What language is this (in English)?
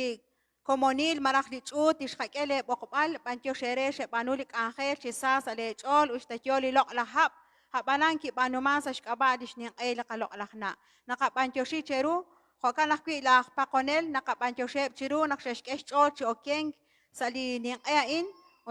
Kekchí